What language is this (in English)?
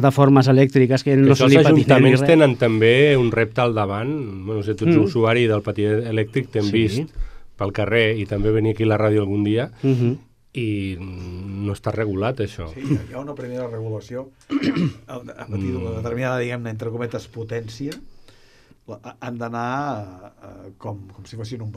Catalan